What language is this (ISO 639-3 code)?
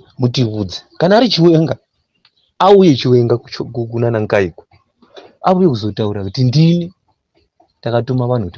sna